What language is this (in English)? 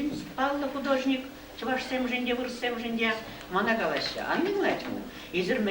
Chuvash